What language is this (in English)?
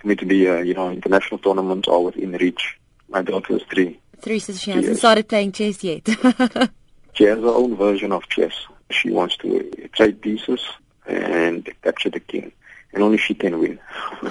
English